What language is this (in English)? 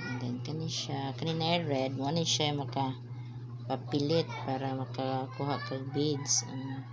Cebuano